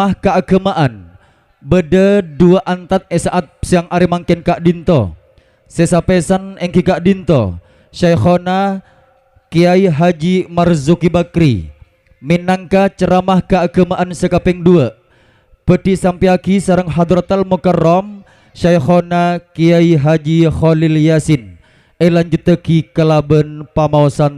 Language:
Madurese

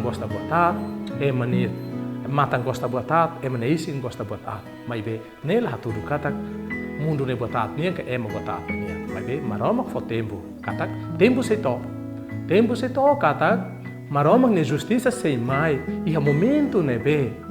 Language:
Tetum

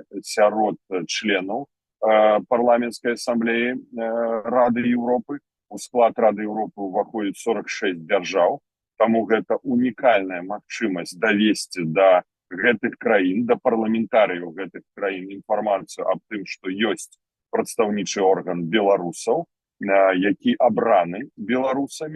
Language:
Belarusian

